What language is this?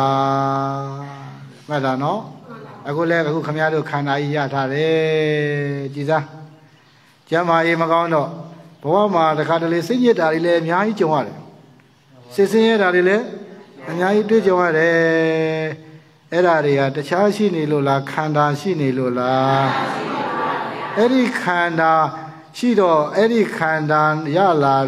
Burmese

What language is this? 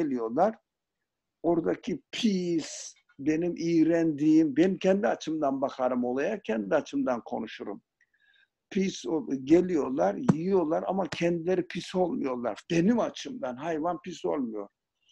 Turkish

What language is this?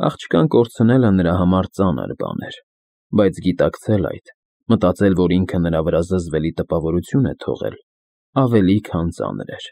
Armenian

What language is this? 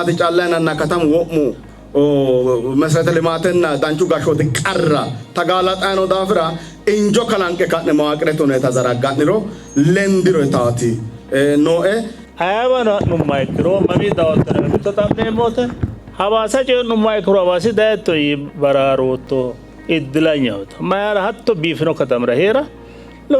Sidamo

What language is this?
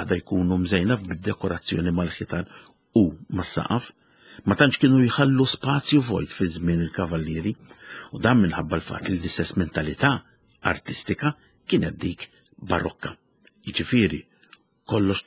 Maltese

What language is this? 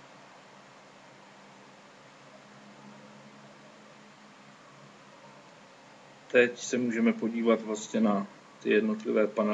Czech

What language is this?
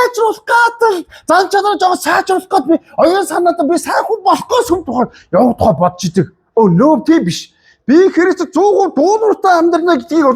Mongolian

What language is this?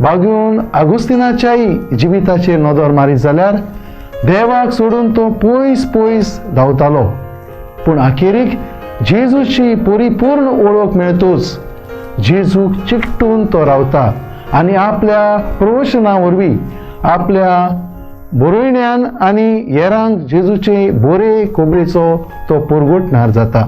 Konkani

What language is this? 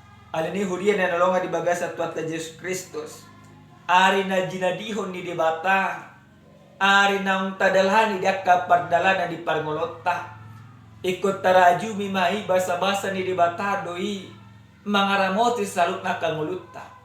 Batak Toba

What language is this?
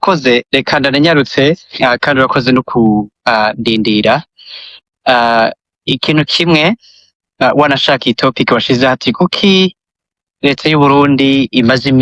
Rundi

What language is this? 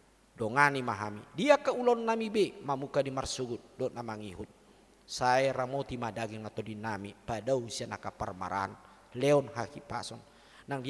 Batak Toba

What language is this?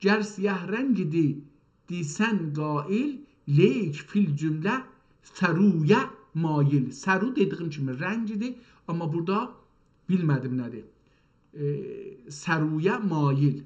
South Azerbaijani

